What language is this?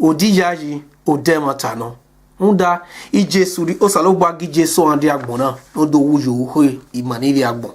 Bini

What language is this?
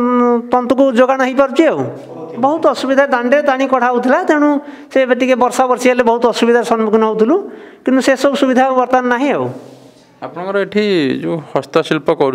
Odia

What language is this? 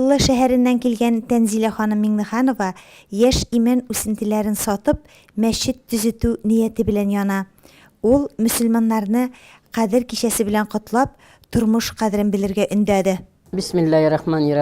Tatar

